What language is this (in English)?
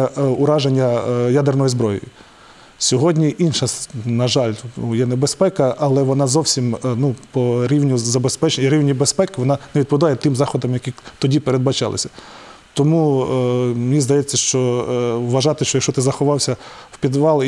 Ukrainian